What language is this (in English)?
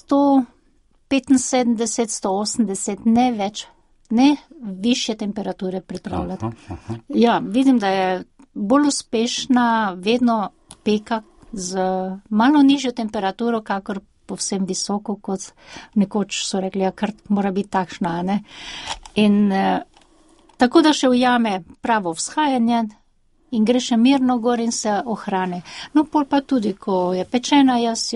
Slovenian